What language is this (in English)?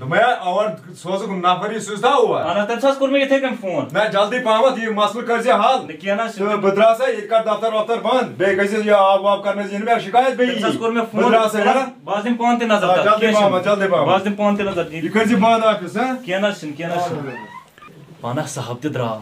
Kashmiri